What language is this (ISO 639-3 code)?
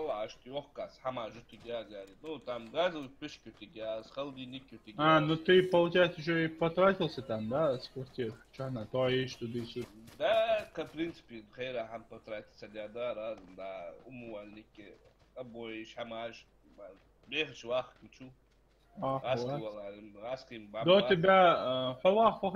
inh